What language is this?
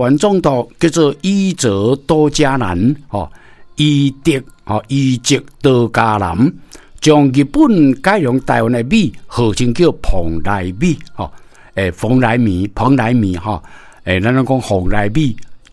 Min Nan Chinese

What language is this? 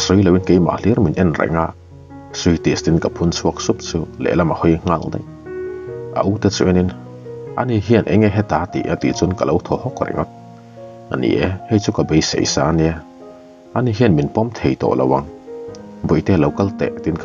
Mizo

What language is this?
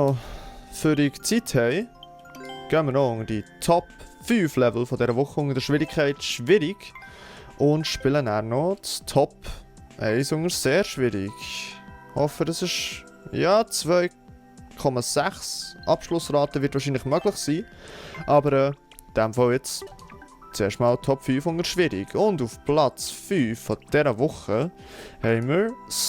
Swiss German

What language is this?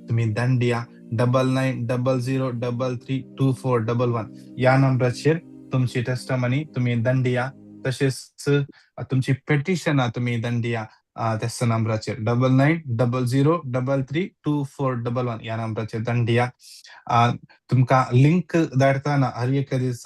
Konkani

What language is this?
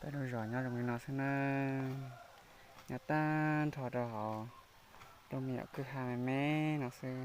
Hmong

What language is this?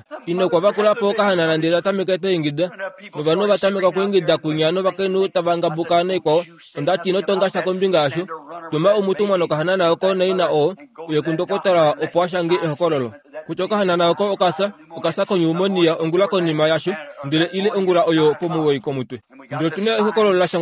Kuanyama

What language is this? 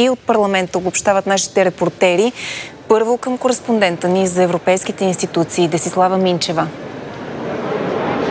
Bulgarian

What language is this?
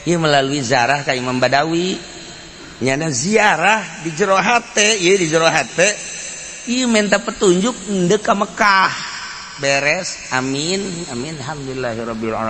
Sundanese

